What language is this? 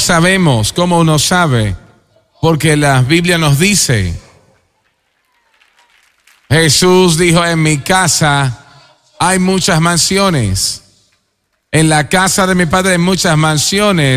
Spanish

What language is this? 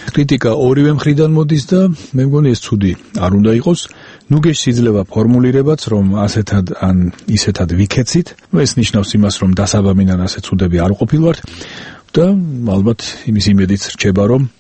Georgian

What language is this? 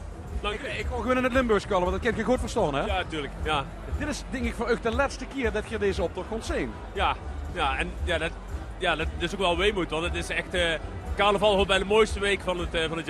Limburgish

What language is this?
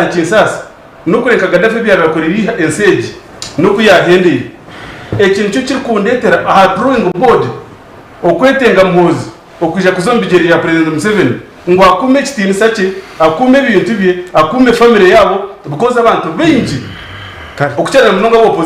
Nyankole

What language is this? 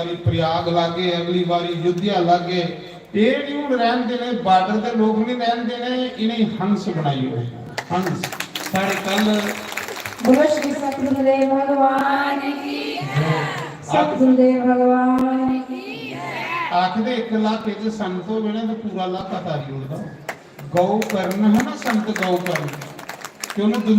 Dogri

